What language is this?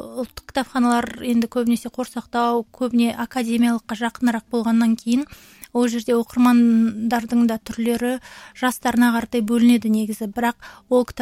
Kazakh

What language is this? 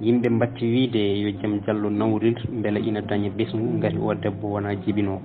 Fula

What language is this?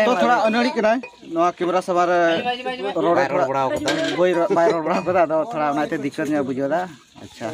Santali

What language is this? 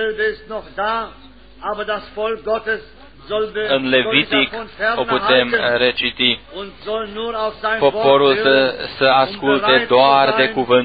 Romanian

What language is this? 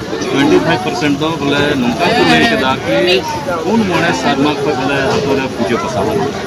Santali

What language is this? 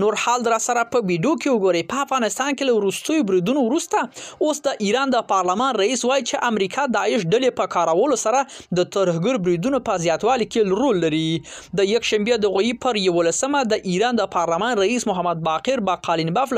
Pashto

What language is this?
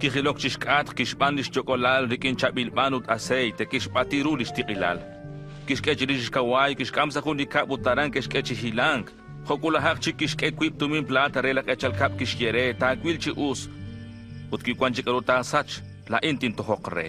Kekchí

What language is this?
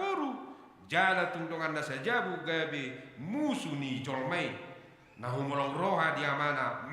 Batak Toba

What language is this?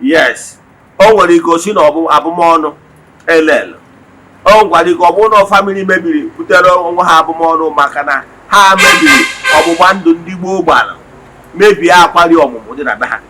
Igbo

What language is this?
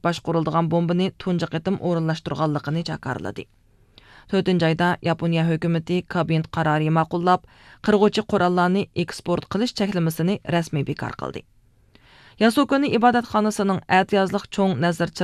Uyghur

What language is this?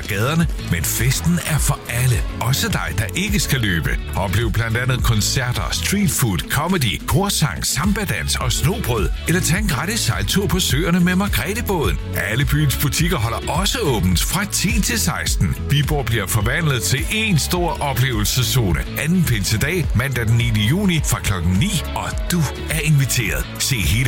Danish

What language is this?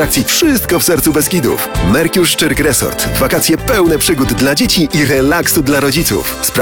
Polish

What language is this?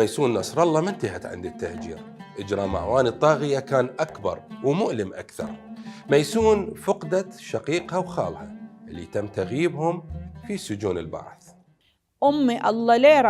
Mesopotamian Arabic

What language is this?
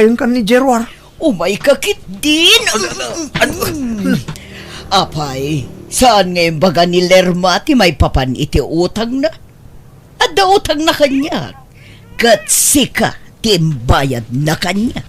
Iloko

